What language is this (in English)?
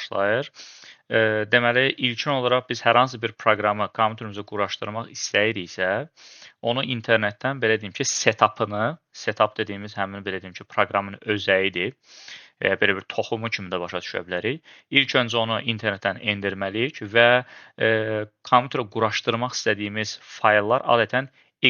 Azerbaijani